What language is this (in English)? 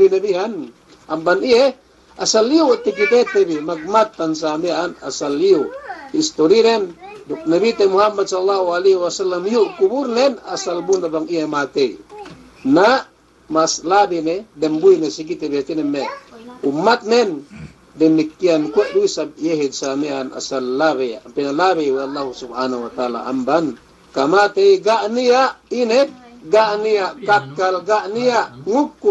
Yakan